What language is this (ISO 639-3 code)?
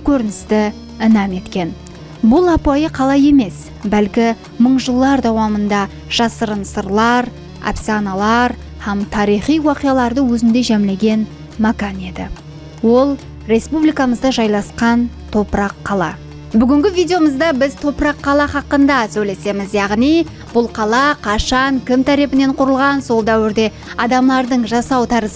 kaa